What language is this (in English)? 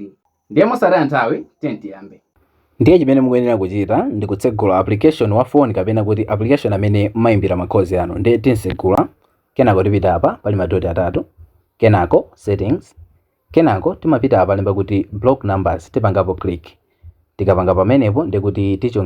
Nyanja